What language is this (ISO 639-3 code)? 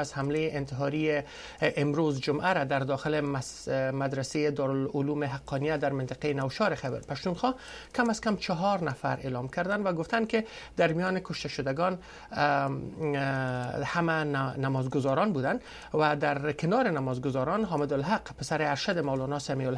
fas